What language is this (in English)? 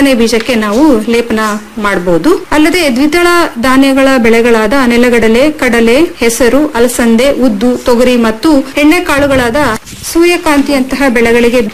Kannada